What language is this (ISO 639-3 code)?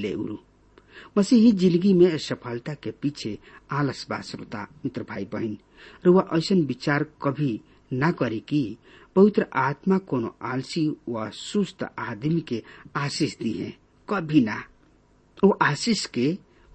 bho